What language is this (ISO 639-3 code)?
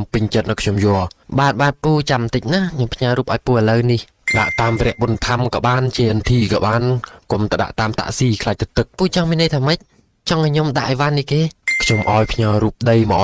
khm